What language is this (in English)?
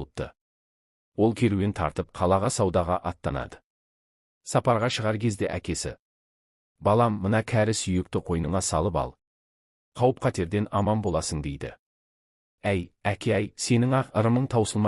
Kazakh